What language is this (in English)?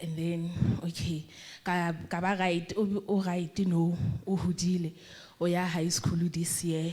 Southern Sotho